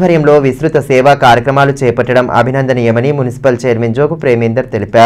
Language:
Telugu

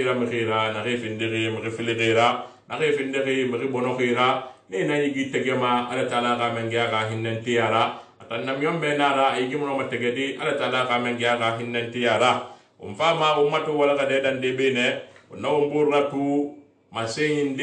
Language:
Susu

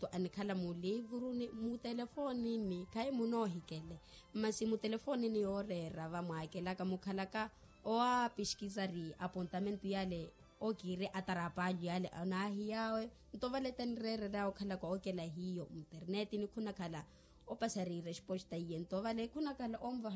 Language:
Makhuwa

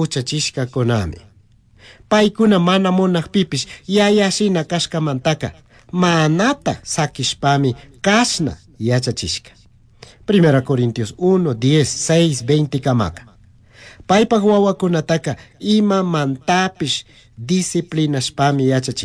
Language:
Chimborazo Highland Quichua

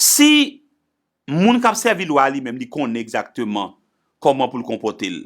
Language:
Haitian Creole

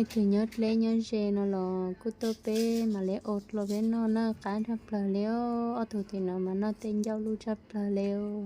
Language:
Hmong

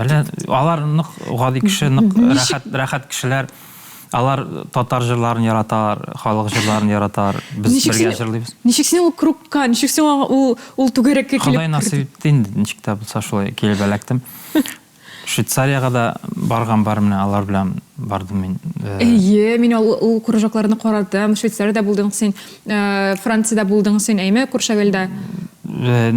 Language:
Tatar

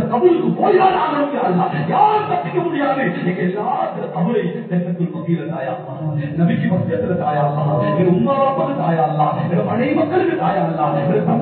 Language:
Tamil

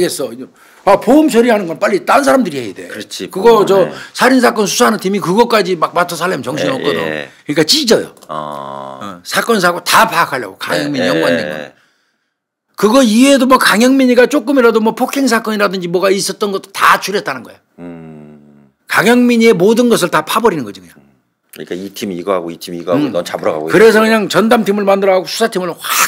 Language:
Korean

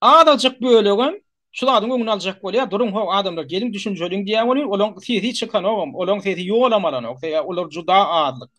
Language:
Turkmen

